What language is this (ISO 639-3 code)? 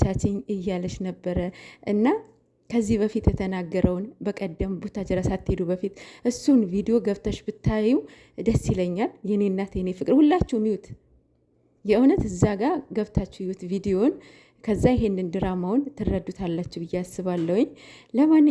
amh